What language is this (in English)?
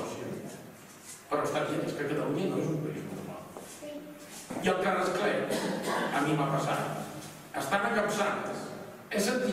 Catalan